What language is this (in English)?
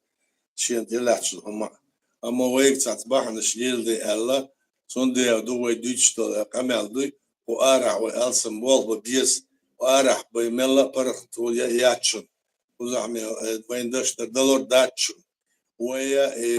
Chechen